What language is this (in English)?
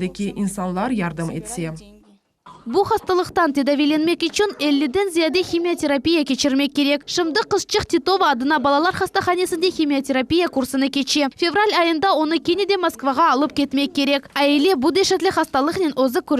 Crimean Tatar